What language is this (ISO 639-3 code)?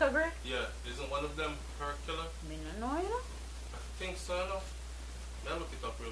jam